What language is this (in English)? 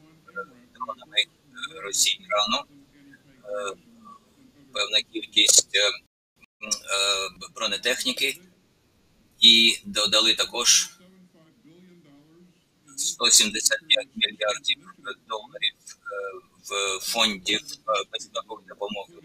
Ukrainian